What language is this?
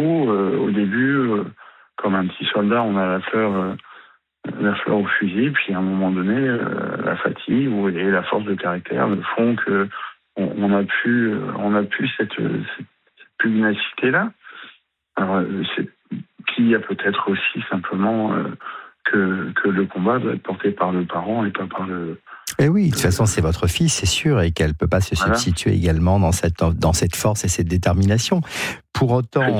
French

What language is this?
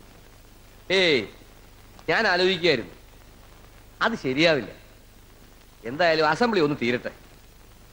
Malayalam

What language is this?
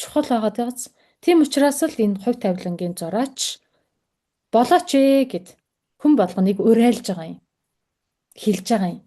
Mongolian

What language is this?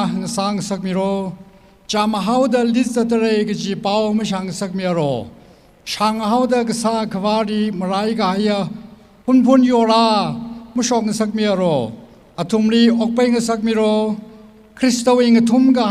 Tangkhul Naga (India)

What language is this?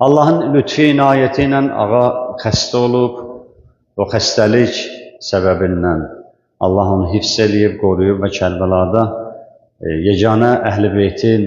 Azerbaijani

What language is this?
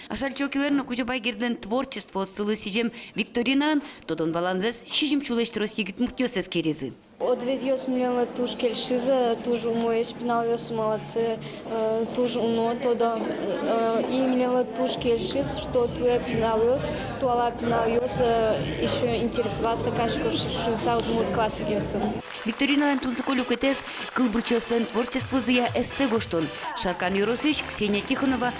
Udmurt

